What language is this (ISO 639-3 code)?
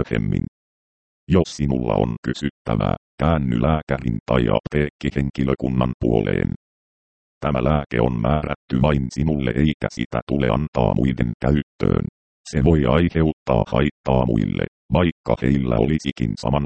fin